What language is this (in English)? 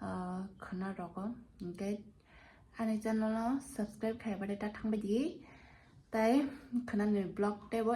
Kok Borok